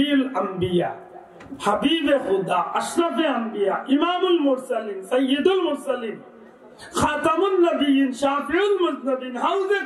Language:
Sylheti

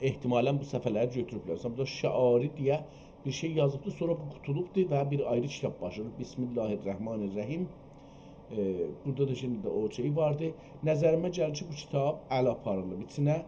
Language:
South Azerbaijani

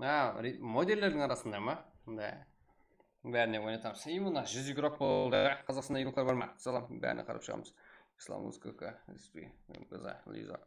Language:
Kara-Kalpak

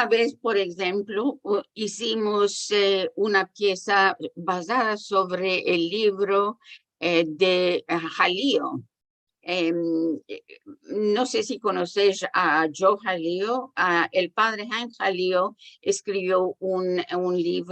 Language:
Ladino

